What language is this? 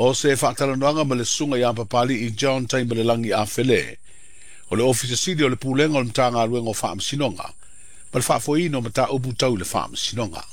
Samoan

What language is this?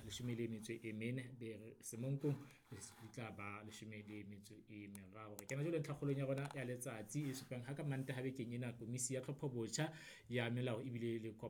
Southern Sotho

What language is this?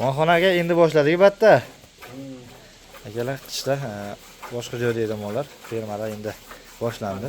Uzbek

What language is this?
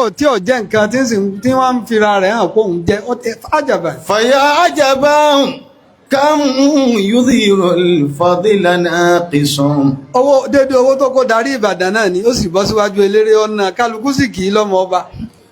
Yoruba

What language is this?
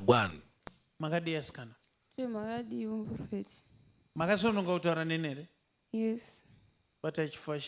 Shona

